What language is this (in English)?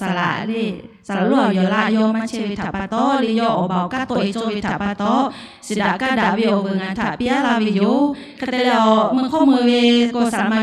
Lahu